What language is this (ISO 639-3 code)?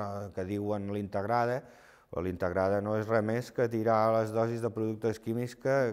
cat